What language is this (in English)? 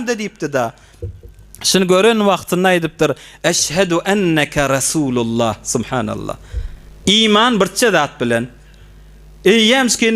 Turkmen